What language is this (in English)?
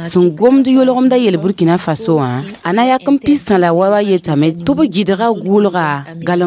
Mossi